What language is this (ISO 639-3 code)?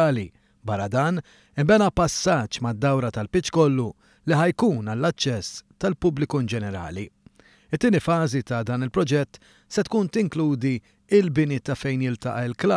mlt